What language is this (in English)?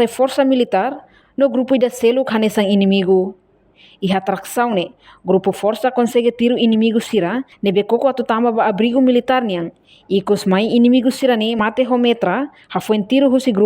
Tetum